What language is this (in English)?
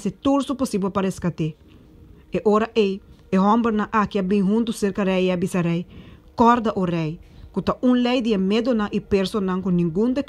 Papiamento